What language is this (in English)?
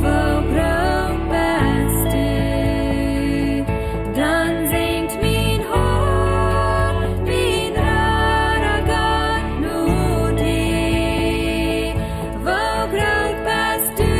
Plautdietsch